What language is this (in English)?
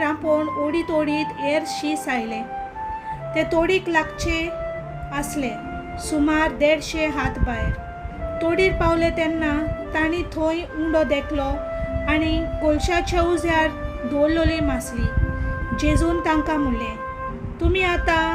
Konkani